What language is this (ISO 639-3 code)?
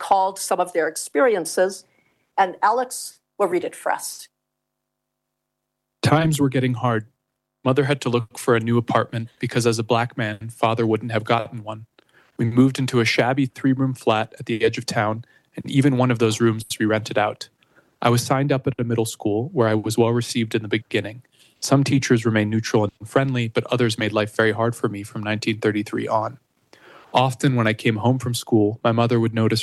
eng